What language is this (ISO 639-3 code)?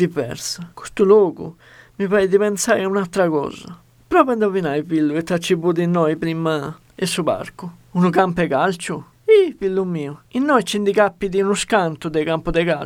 srd